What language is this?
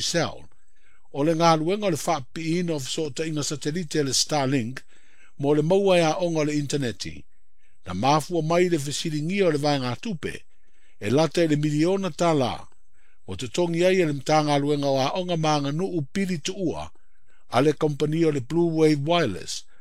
Samoan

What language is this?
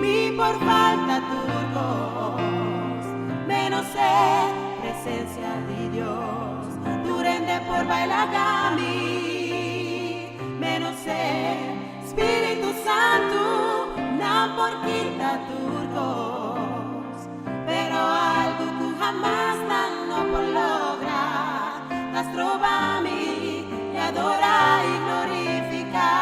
Papiamento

